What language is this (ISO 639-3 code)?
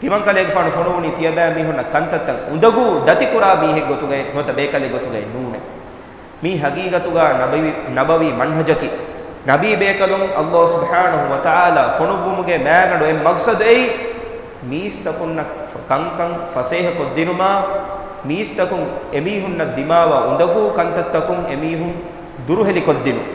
div